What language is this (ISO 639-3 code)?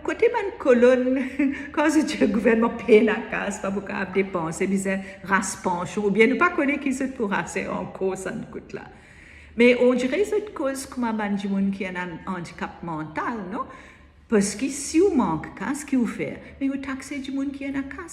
mfe